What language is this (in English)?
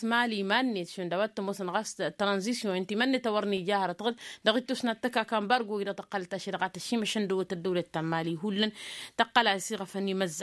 Tamasheq